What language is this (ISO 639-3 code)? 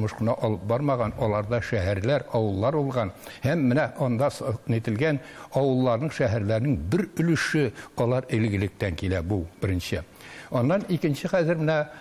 tat